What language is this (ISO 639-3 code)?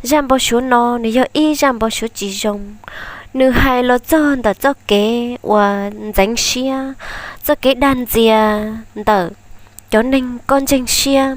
hmn